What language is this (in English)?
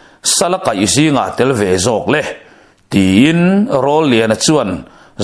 Mizo